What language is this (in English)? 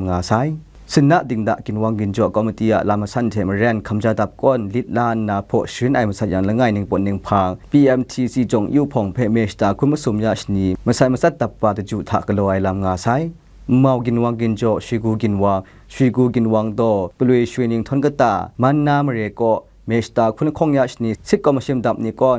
Kachin